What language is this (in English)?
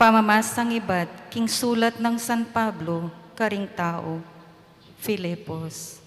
Pampanga